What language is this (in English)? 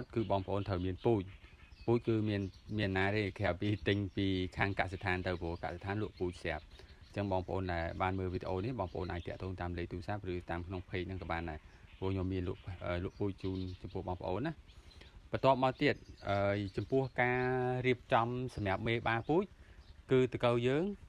Khmer